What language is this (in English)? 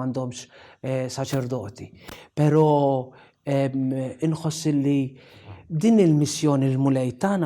Maltese